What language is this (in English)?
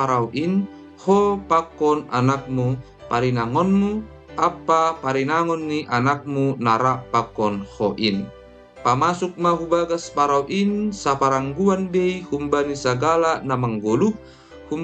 Batak Simalungun